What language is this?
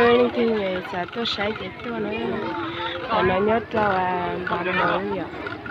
Hmong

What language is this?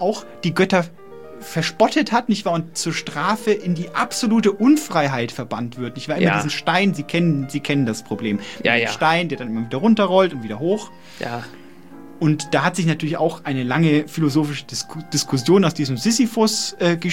German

